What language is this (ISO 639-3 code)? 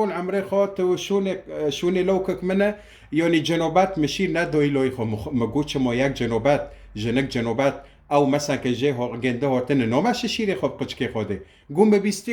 kur